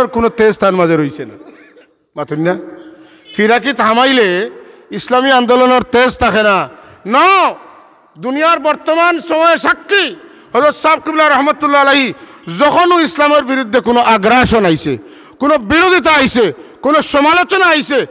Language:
Sylheti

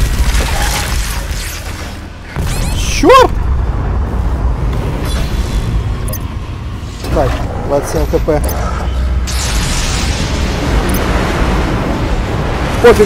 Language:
Russian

